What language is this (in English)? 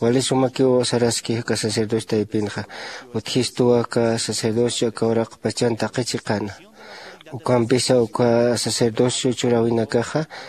Aymara